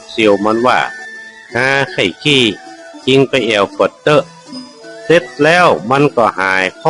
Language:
Northern Thai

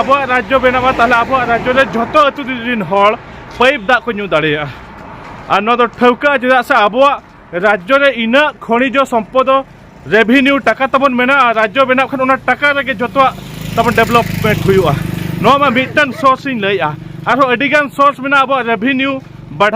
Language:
Santali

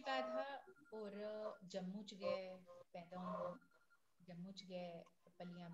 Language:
Dogri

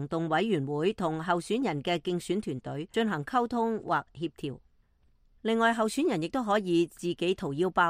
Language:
Cantonese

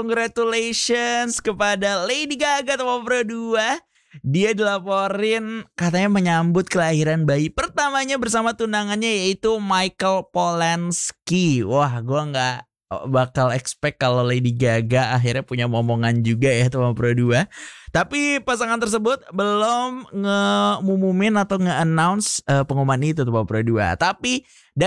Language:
Indonesian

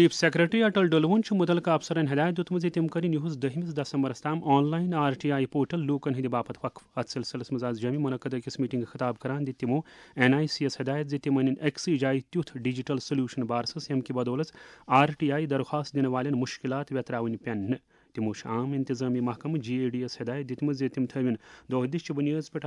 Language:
Kashmiri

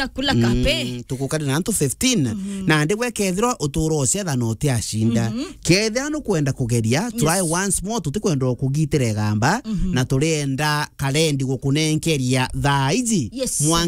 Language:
Meru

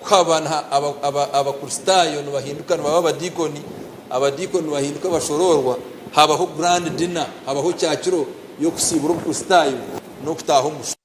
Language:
Nyankole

